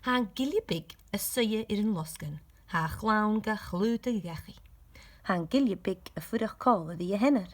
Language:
Scottish Gaelic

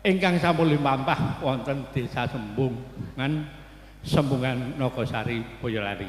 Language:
Javanese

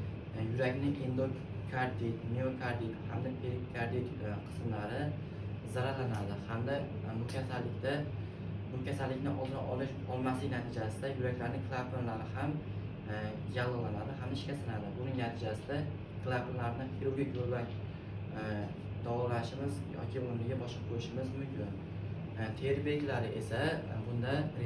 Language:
Uzbek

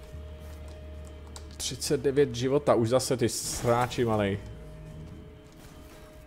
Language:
Czech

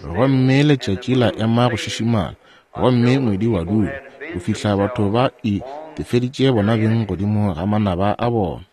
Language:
Northern Sotho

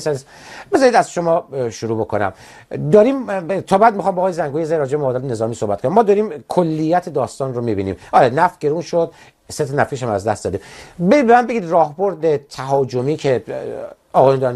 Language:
Persian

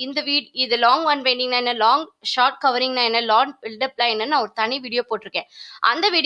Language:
Tamil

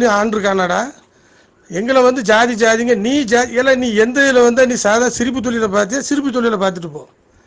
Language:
Tamil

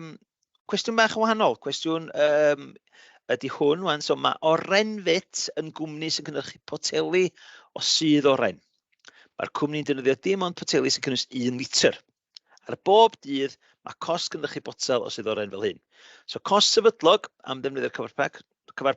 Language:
Welsh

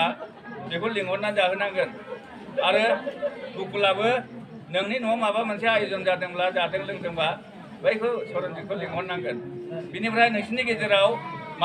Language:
Bodo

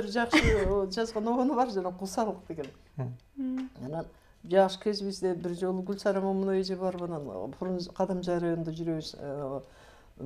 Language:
Kyrgyz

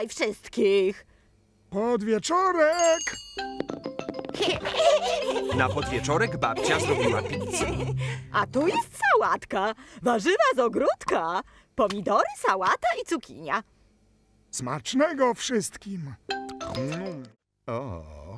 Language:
Polish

